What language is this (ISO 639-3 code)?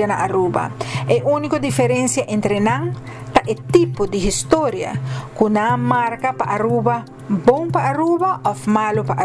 pap